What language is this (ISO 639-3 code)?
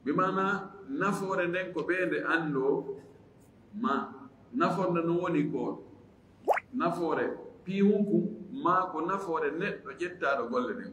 ful